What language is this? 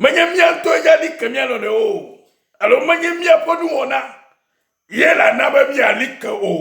Ewe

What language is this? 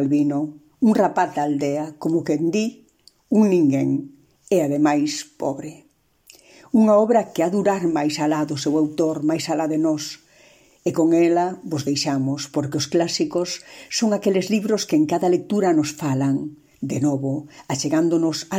Galician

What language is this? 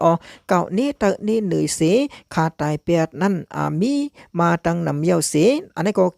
Shan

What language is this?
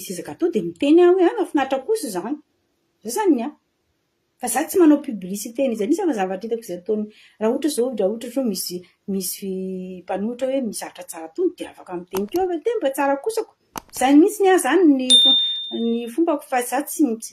Malagasy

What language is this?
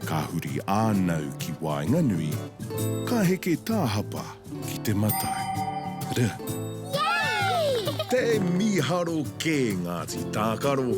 Māori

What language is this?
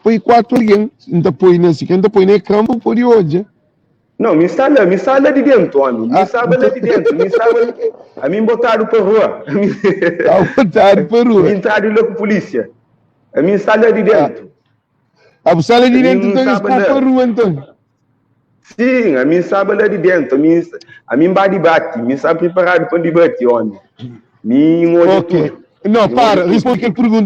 Kabuverdianu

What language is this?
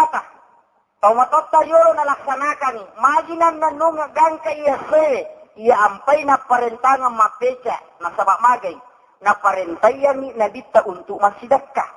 Buginese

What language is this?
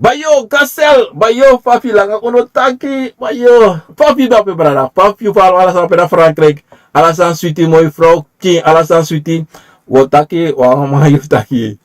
Sranan Tongo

